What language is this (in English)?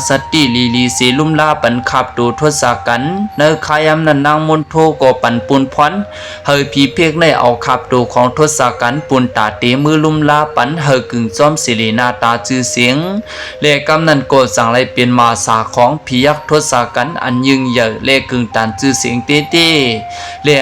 Lao